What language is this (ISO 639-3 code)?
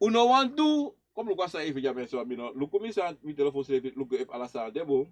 srn